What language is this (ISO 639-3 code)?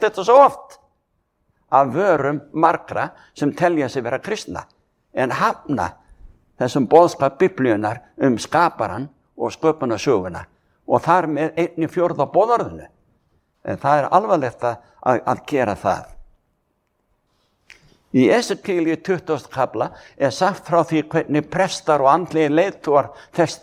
isl